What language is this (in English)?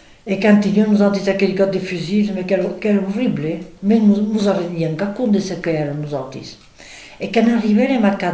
Occitan